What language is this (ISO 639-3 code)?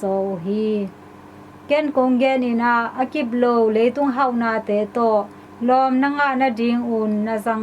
ctd